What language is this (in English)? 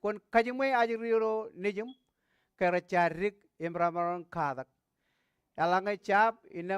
Marshallese